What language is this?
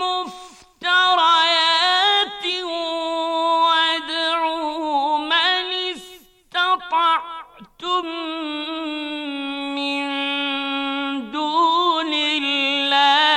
Bosnian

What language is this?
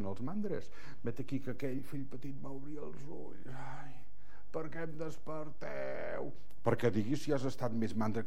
Catalan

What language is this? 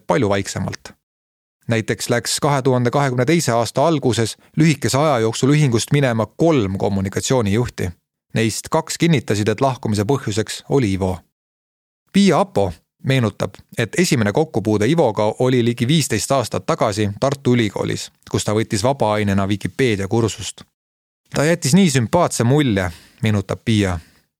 Estonian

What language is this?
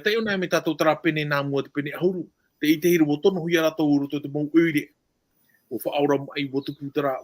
Tahitian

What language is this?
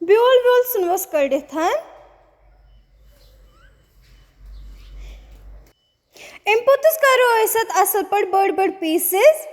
Kashmiri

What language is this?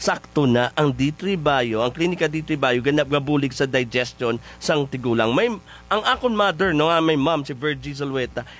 Hiligaynon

